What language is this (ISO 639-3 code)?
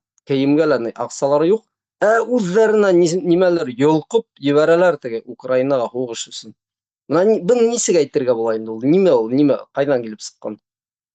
bak